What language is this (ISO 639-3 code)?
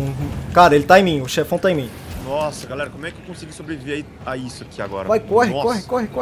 por